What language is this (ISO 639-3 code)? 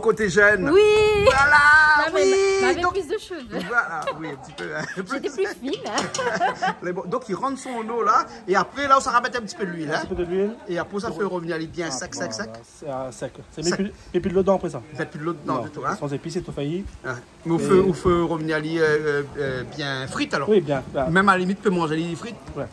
rcf